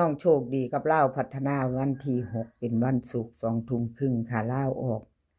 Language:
Northeastern Thai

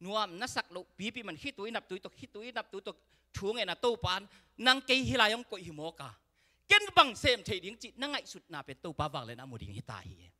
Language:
Tedim Chin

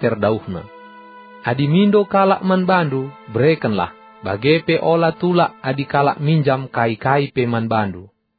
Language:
Batak Karo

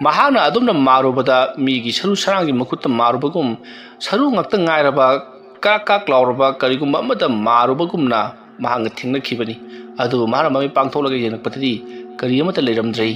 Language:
Manipuri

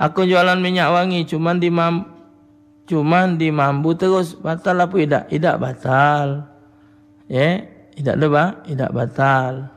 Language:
Musi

